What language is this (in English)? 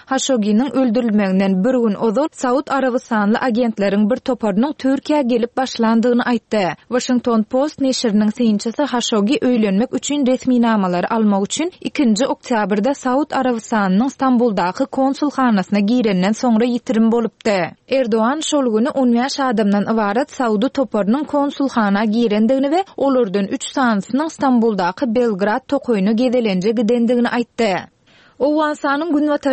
Turkmen